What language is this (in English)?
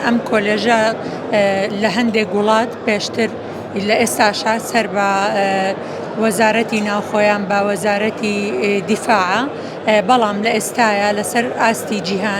Central Kurdish